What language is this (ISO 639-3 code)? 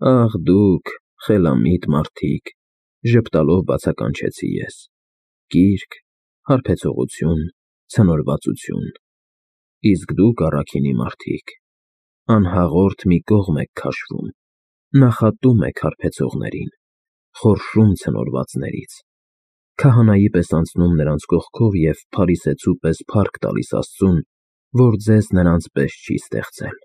hye